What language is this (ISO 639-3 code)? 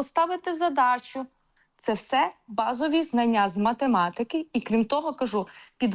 ukr